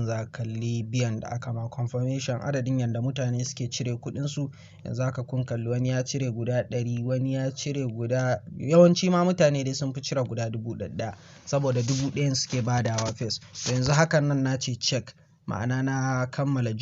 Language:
Hausa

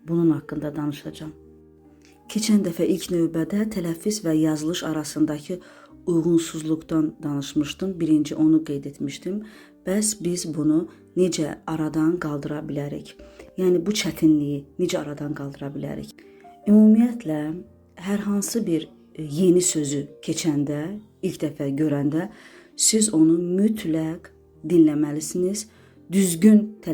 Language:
Azerbaijani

